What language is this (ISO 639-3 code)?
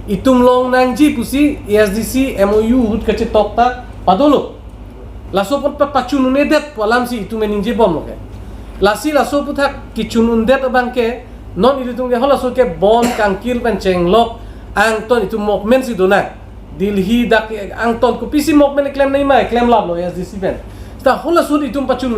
mjw